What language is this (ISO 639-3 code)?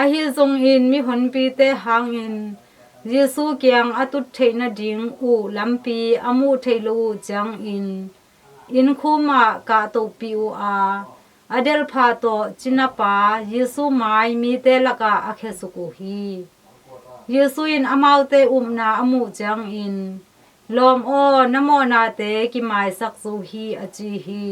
ctd